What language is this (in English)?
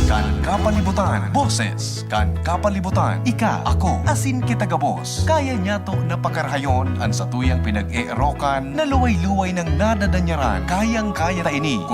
Bikol